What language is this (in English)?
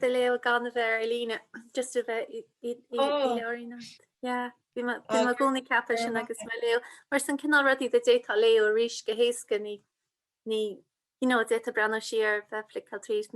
Irish